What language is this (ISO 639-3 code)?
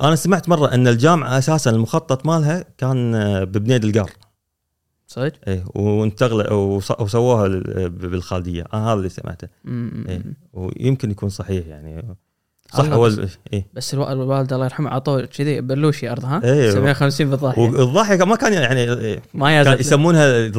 afb